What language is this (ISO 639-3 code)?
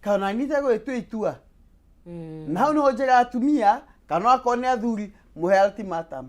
kik